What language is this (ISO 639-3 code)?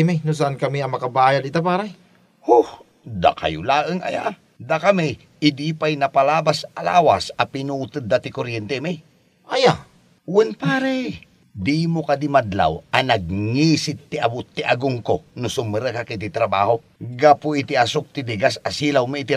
ilo